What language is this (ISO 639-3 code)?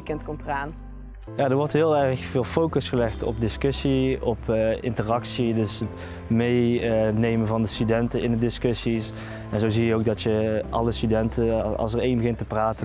nld